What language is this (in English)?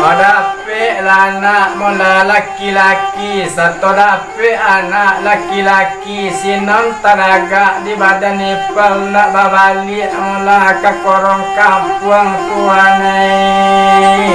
Minangkabau